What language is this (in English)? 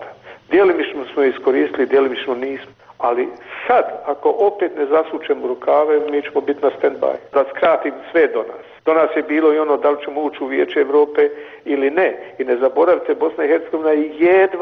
Bosnian